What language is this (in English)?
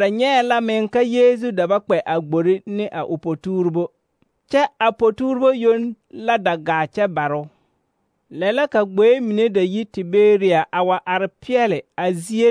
Southern Dagaare